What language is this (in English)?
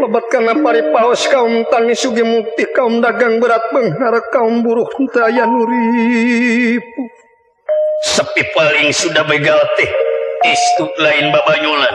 Sundanese